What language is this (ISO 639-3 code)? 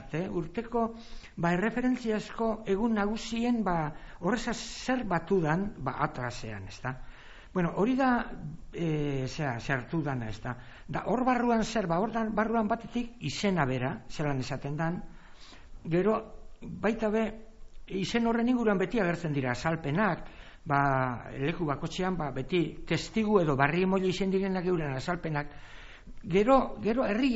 eus